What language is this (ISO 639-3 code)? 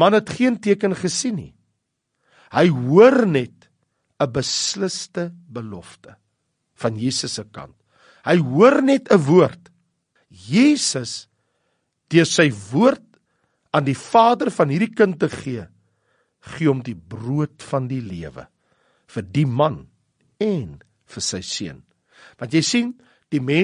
afr